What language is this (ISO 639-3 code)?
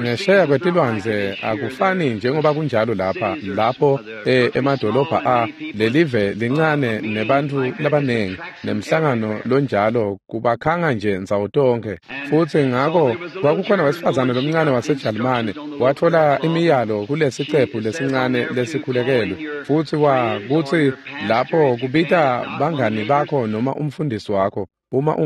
ssw